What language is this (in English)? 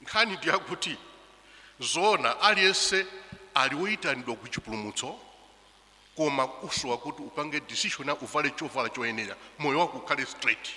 Nyanja